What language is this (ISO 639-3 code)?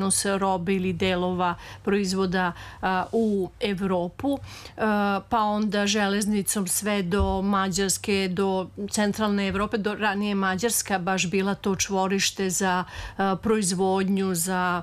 srp